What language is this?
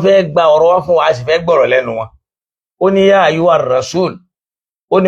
Yoruba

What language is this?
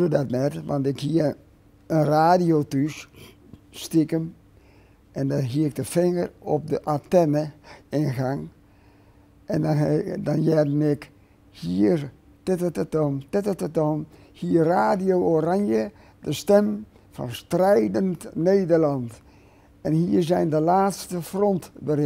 Western Frisian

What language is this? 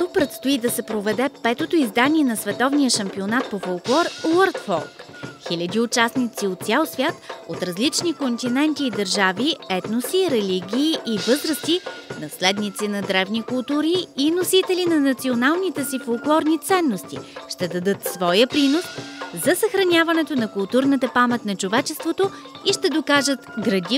Bulgarian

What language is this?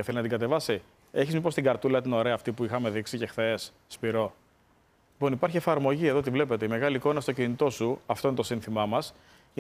Greek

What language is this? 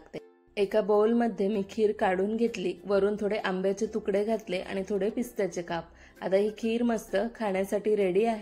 Marathi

